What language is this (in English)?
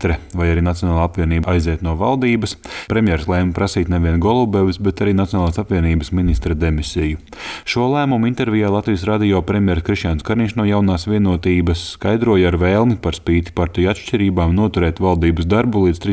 Latvian